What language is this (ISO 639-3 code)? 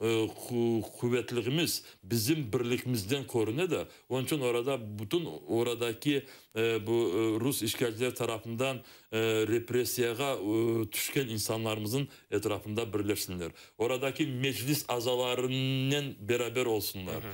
crh